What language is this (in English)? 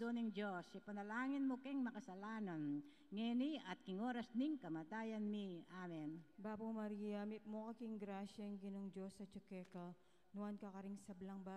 Pampanga